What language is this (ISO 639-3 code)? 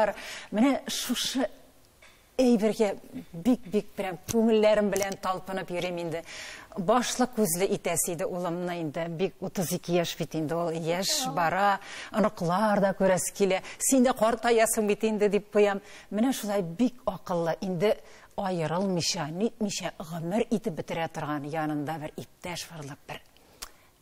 tat